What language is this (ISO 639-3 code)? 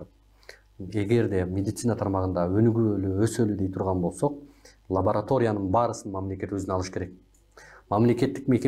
kir